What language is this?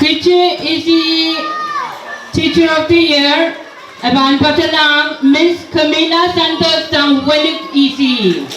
Pohnpeian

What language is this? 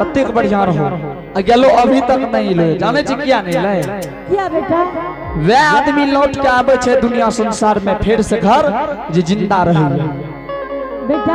Angika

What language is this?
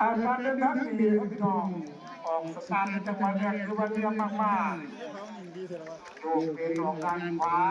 Lao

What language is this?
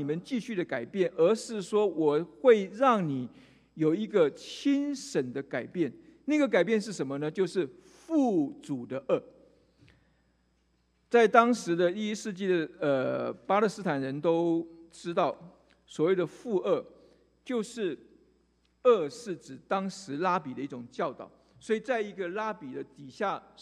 Chinese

